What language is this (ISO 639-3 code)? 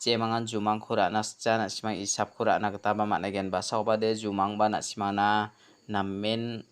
grt